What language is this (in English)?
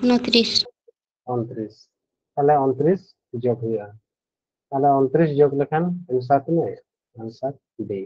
Santali